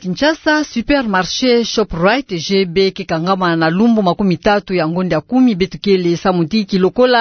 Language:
Kituba (Democratic Republic of Congo)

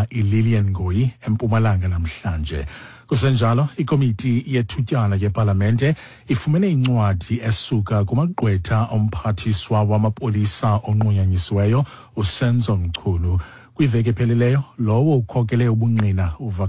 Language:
Xhosa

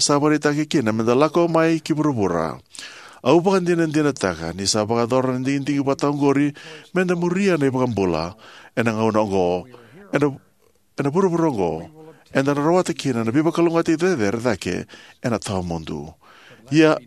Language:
Fijian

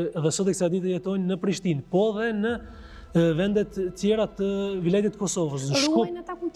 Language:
Albanian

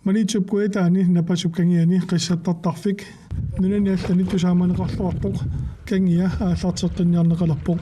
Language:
Kalaallisut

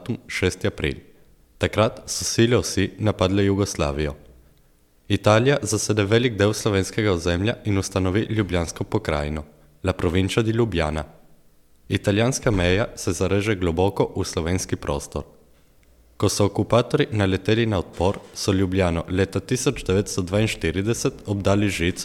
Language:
Slovenian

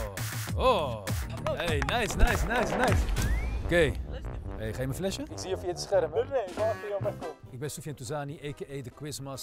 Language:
Dutch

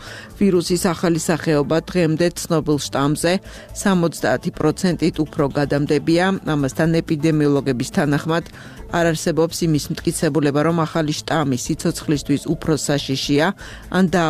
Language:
Georgian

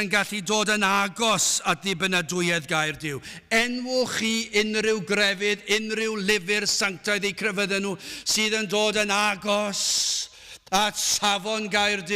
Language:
Welsh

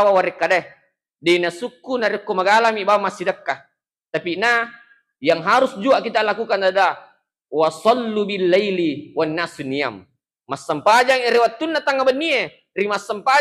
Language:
Buginese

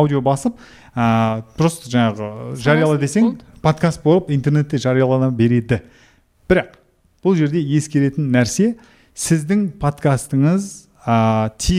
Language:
Kazakh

